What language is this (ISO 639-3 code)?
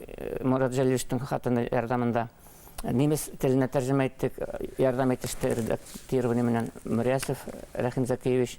bak